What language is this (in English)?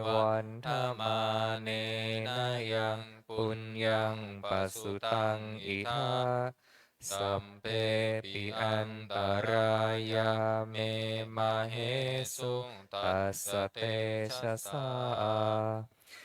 Pali